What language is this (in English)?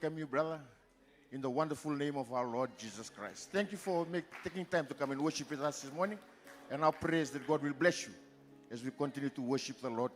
Fijian